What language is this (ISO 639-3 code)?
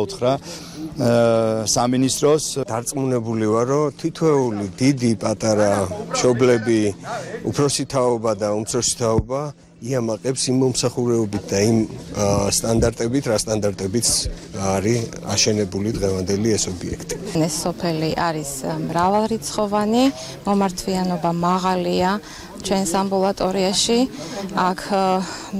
kat